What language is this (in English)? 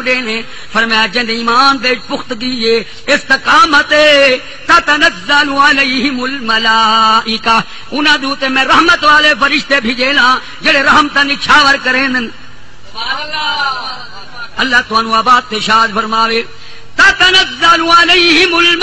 Saraiki